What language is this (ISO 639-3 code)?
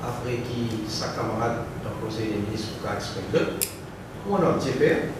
mfe